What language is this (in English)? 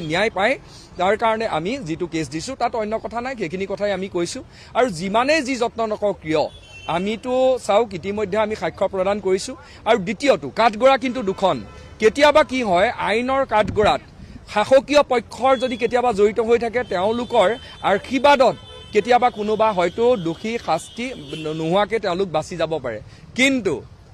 Assamese